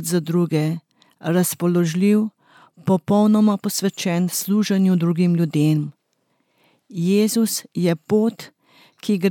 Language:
Slovenian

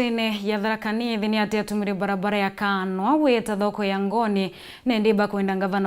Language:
Meru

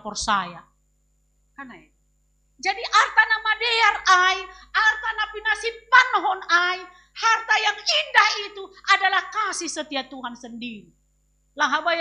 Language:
Batak Simalungun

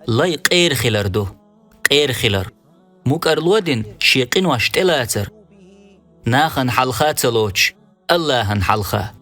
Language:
Chechen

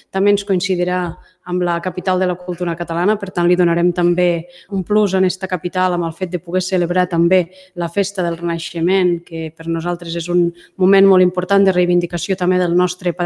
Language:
Catalan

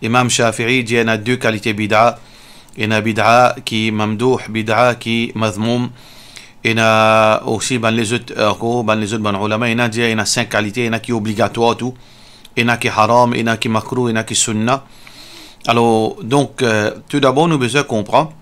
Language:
Morisyen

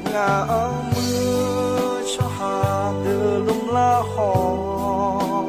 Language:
Akha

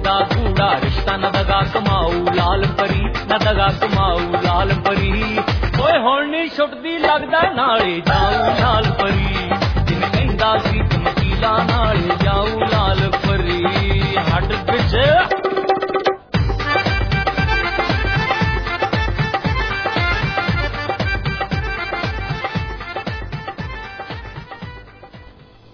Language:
Punjabi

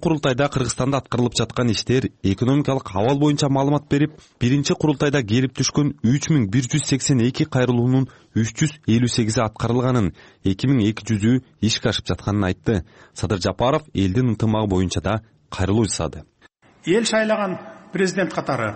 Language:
Kyrgyz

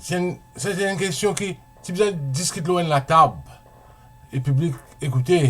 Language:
Morisyen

